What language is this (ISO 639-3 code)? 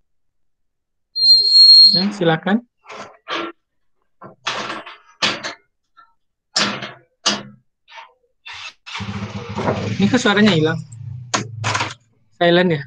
ind